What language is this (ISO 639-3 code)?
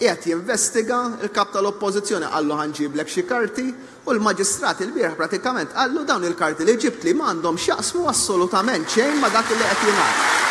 mlt